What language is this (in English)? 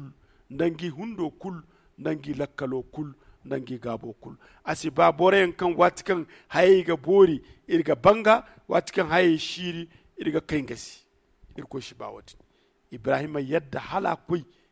Zarma